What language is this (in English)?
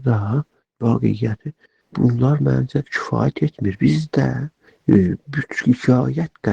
South Azerbaijani